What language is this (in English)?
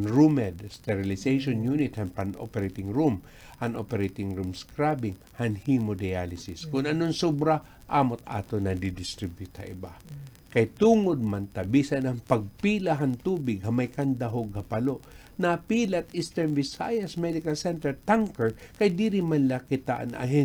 Waray